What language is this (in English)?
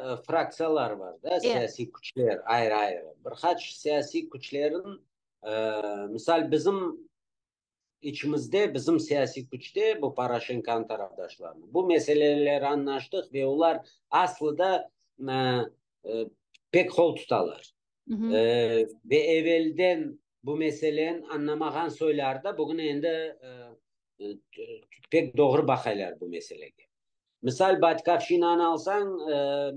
Crimean Tatar